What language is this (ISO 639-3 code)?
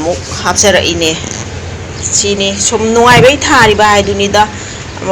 mni